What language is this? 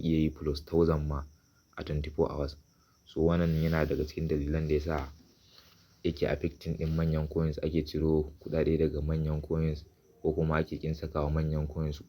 Hausa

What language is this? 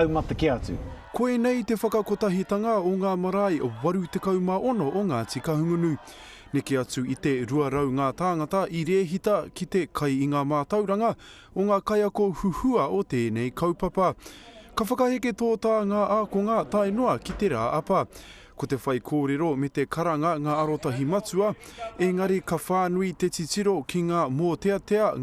Māori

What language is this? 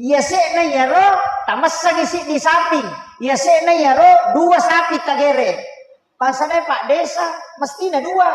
Buginese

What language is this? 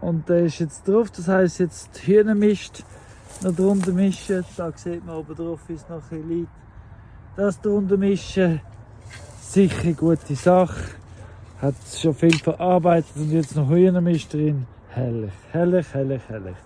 Swiss German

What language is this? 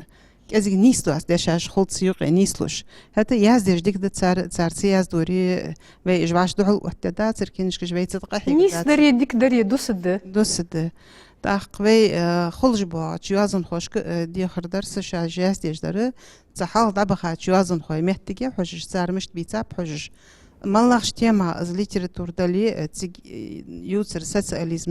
Ingush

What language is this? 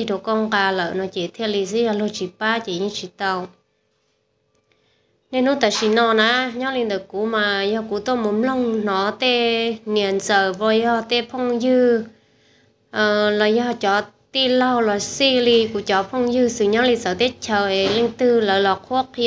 Vietnamese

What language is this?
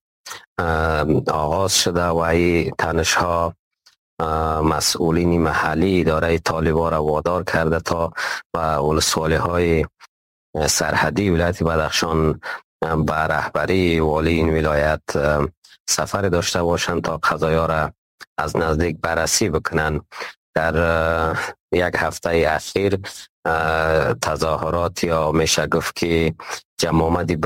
Persian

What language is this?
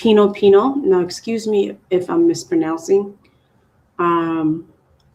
Acoli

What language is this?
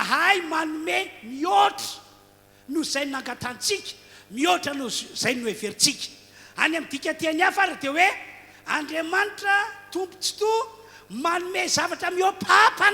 Malagasy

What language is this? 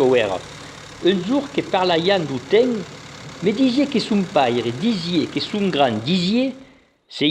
Occitan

